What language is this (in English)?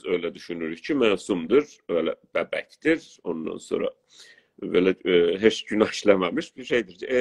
South Azerbaijani